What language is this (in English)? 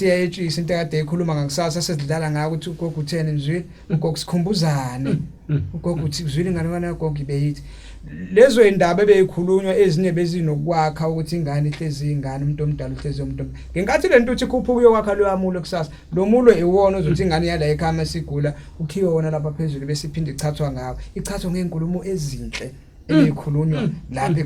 Zulu